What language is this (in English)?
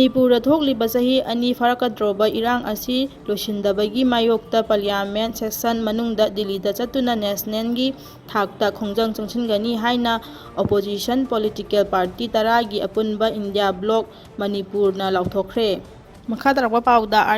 Manipuri